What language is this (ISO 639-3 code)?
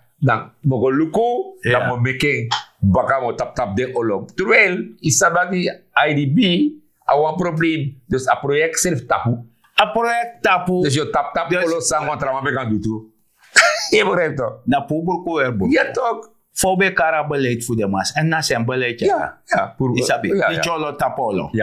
srn